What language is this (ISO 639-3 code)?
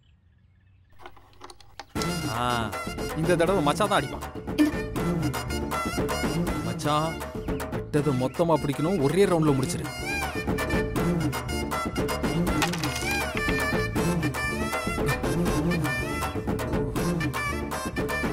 tam